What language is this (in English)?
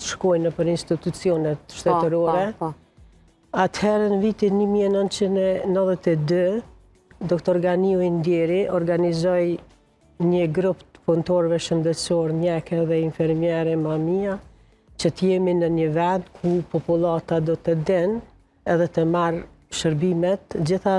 Albanian